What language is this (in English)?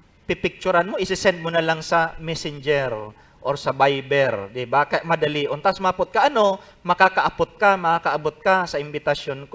Bikol